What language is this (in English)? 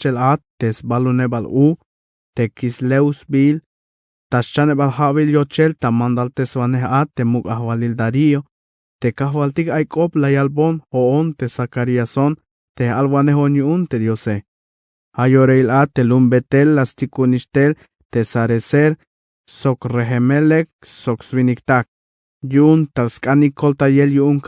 Tzeltal